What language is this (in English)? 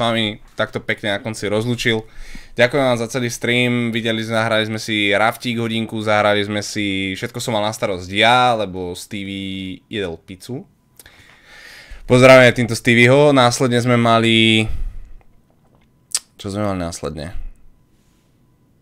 Slovak